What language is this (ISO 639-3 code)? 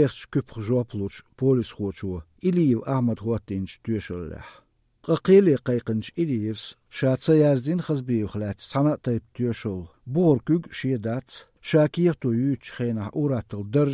slv